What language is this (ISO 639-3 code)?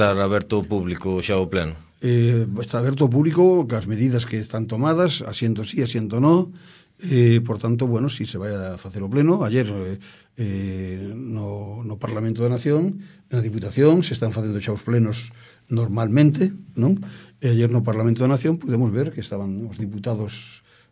glg